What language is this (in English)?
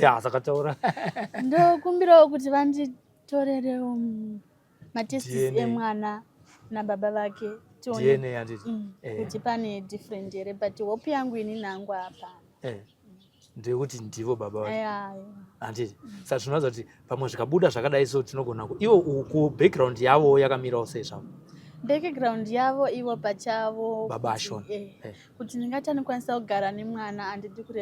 Shona